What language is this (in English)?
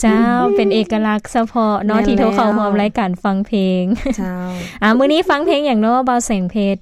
Lao